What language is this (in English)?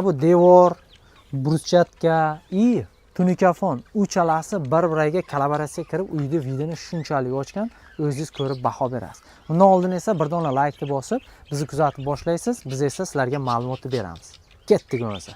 Uzbek